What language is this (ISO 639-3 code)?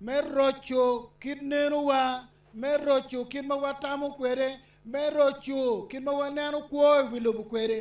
ach